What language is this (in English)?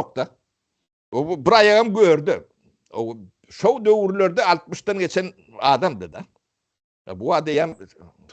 Turkmen